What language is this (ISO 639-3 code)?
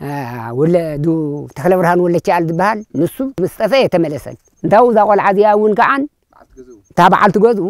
tir